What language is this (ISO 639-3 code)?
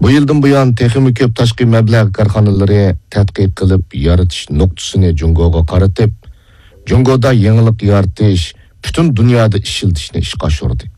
uig